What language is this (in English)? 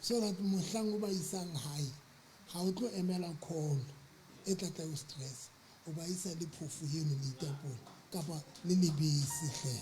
Southern Sotho